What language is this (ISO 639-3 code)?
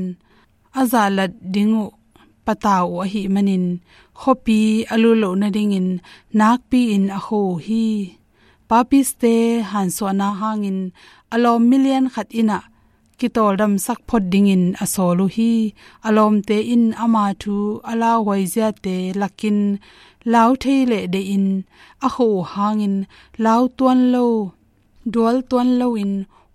ctd